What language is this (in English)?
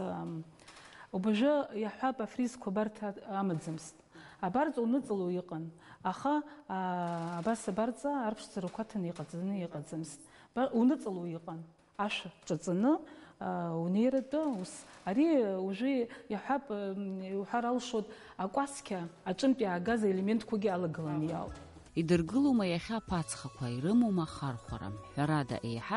Abkhazian